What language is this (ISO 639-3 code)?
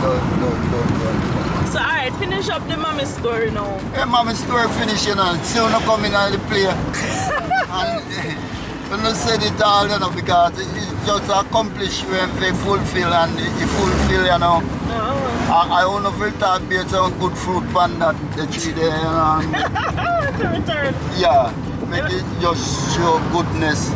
jam